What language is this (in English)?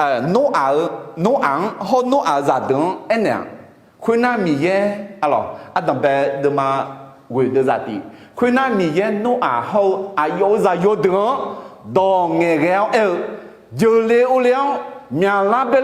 Akha